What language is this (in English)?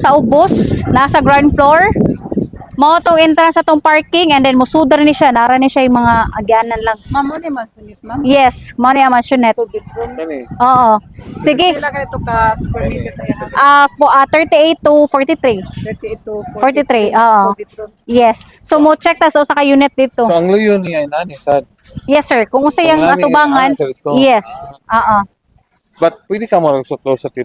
Cebuano